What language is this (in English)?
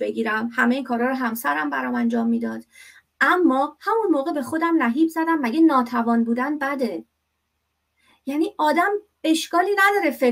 Persian